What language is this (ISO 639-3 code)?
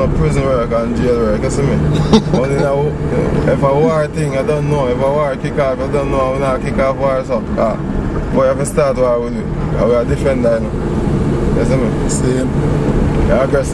jam